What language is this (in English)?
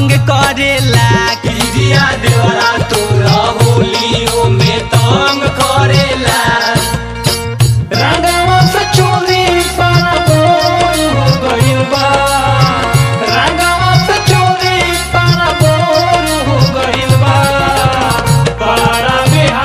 Bhojpuri